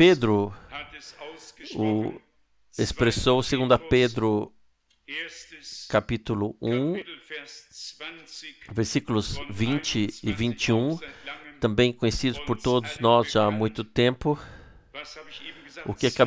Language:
Portuguese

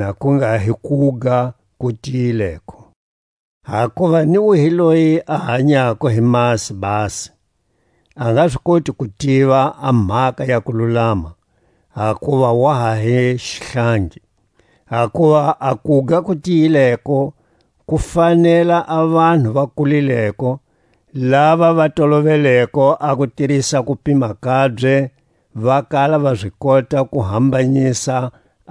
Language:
Tswa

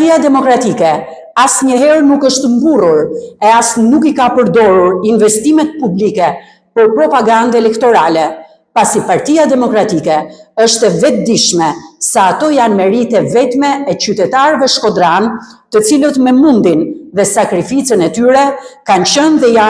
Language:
Albanian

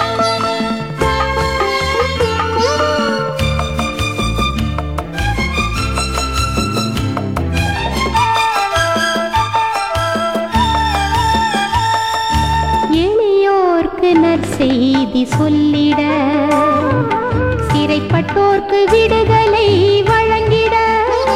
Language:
Tamil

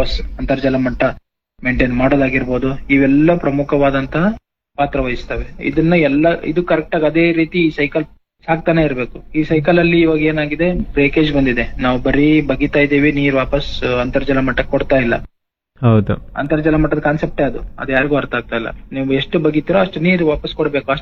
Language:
Kannada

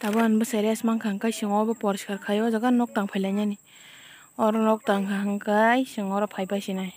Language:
Kok Borok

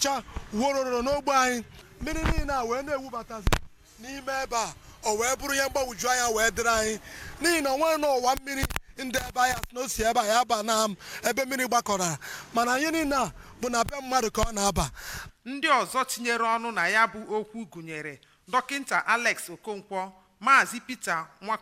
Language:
Igbo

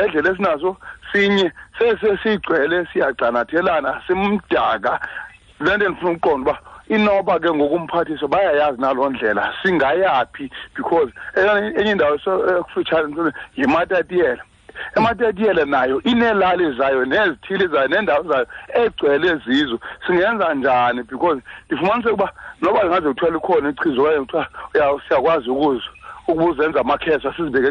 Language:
Xhosa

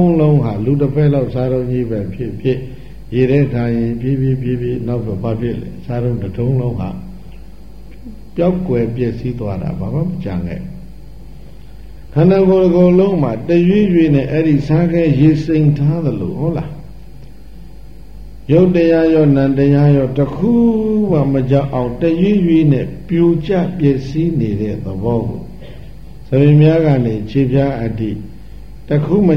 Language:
Burmese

